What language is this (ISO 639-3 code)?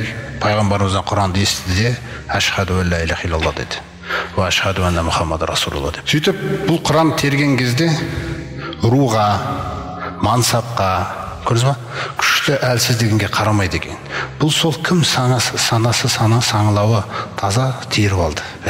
kaz